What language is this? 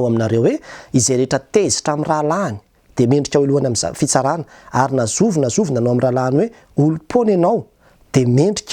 Malagasy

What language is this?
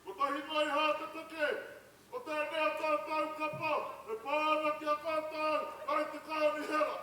Māori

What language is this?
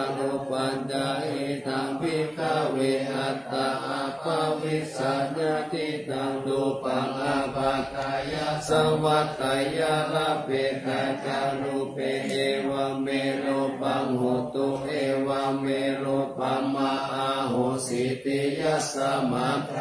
Pali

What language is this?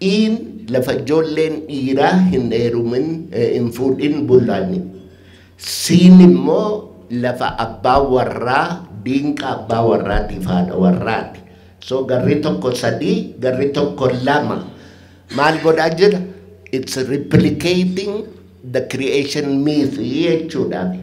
Oromo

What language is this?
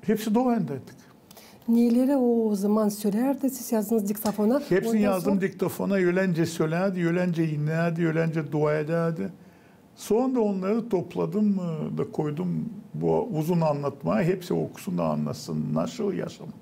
Gagauz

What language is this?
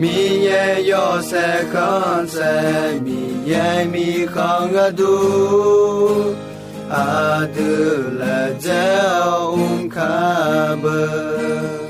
Akha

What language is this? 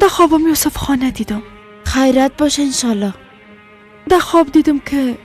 Persian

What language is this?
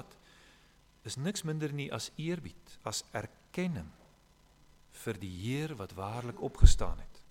Afrikaans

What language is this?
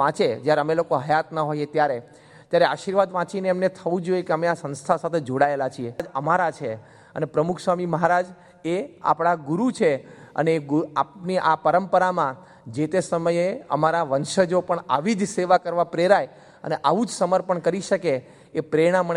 Gujarati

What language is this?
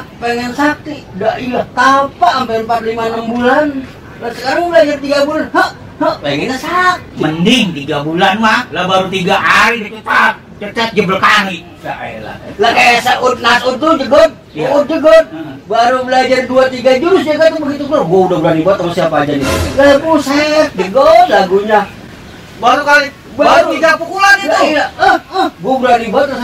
Betawi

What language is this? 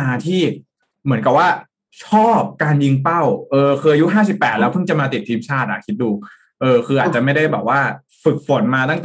Thai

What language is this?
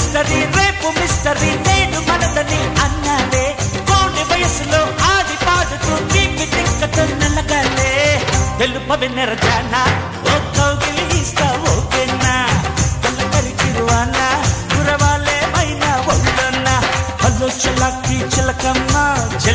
Telugu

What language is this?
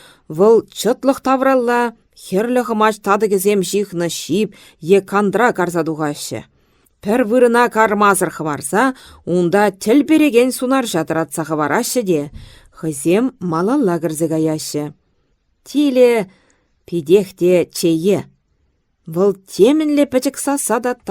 Chuvash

